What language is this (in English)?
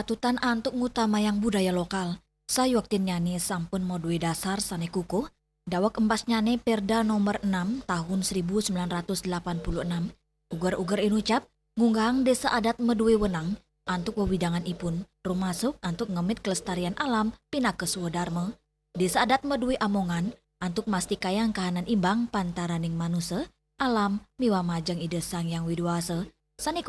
Balinese